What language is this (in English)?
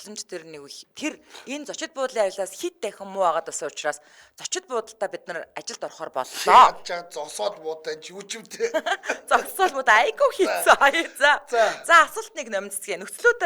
Mongolian